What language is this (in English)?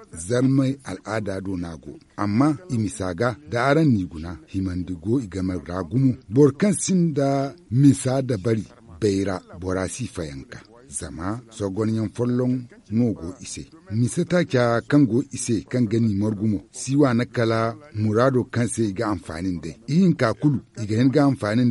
Zarma